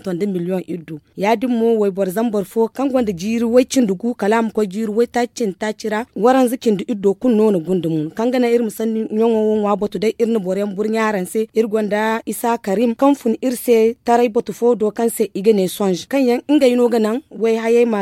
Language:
Zarma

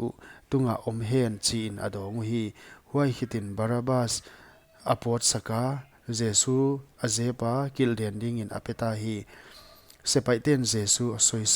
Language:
Paite Chin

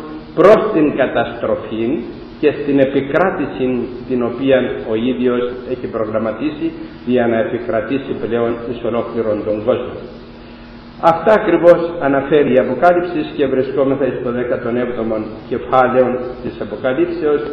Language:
Greek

